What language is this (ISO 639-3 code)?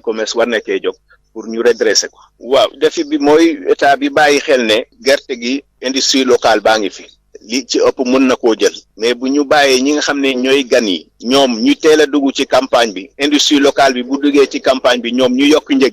wol